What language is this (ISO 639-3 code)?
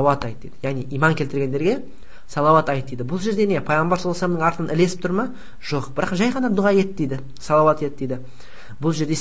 kaz